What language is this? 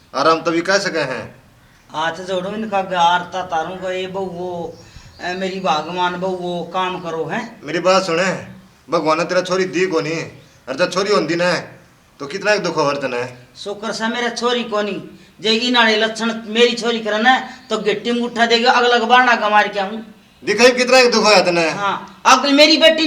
Haryanvi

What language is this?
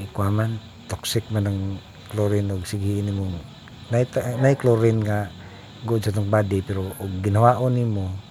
Cebuano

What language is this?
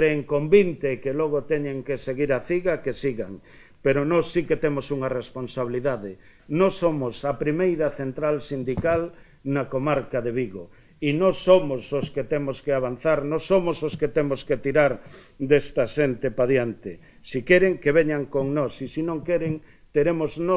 Galician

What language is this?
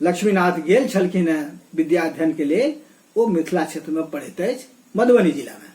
Maithili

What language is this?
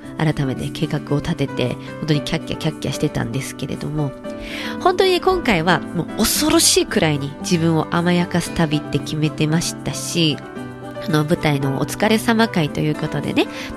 Japanese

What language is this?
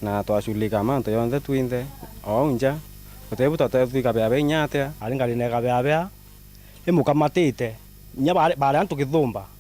Meru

